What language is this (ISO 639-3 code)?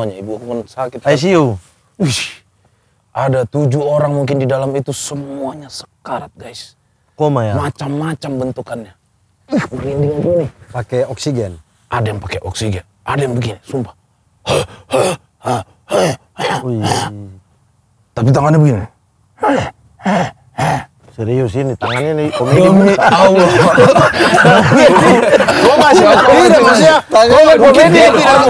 ind